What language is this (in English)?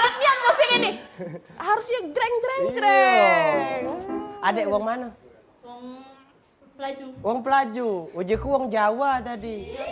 Musi